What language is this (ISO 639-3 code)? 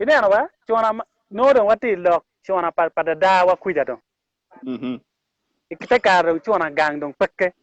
ach